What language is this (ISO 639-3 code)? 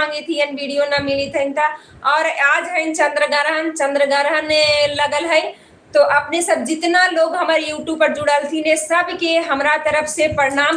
mag